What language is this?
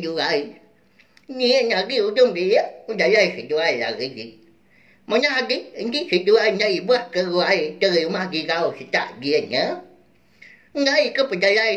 Iban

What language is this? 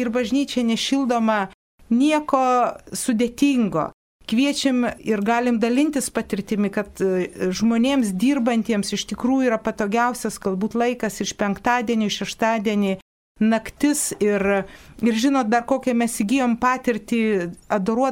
Lithuanian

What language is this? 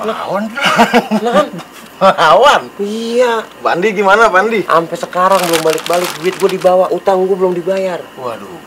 Betawi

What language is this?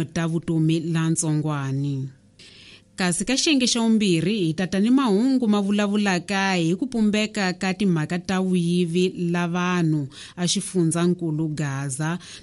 Tsonga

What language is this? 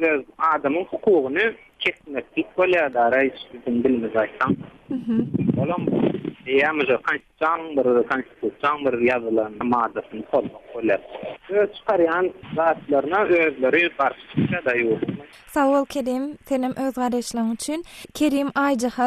Turkmen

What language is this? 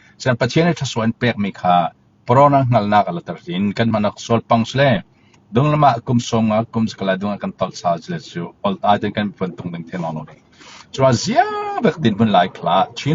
Falam Chin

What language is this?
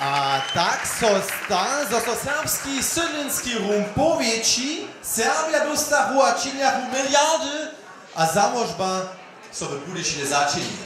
Upper Sorbian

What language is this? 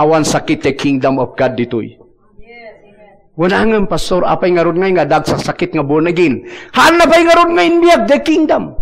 Iloko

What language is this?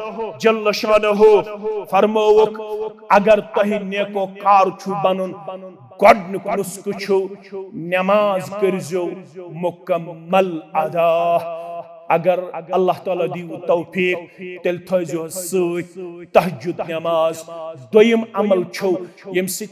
Kashmiri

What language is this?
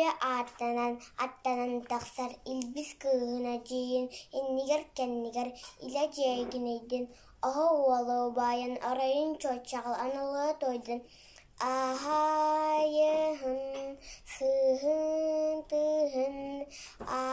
Yakut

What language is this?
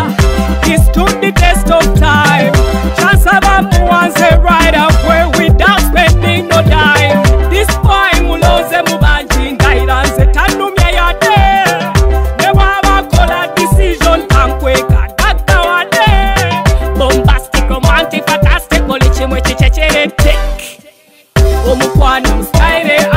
Ganda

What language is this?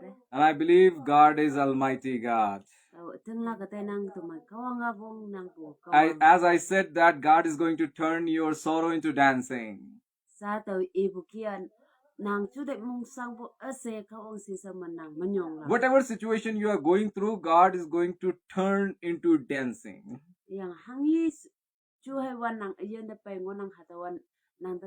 Konyak Naga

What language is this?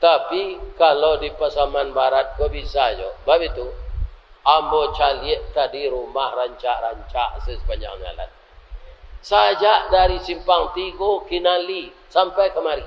Minangkabau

